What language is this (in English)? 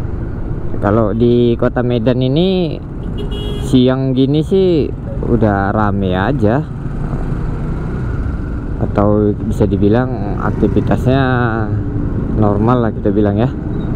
Indonesian